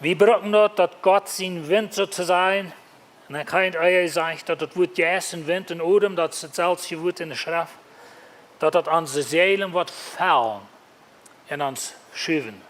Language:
Plautdietsch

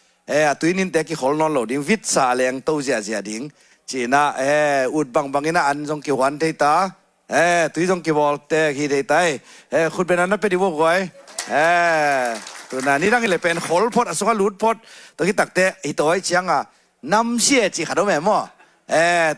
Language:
Tedim Chin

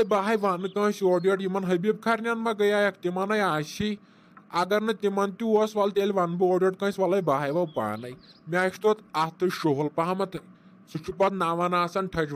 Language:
Kashmiri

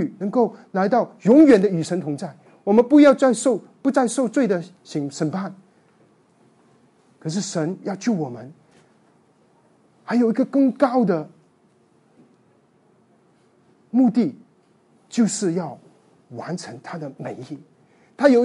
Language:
Chinese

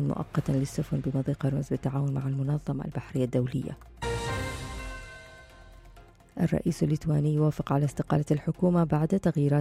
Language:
Arabic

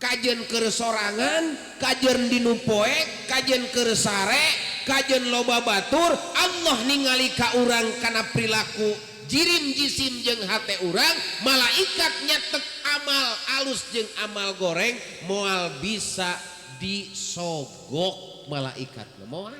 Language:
Sundanese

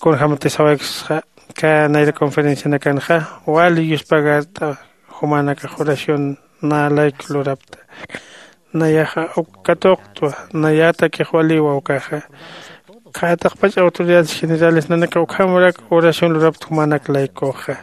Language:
Aymara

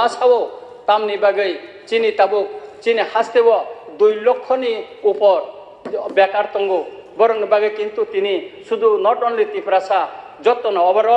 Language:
Kok Borok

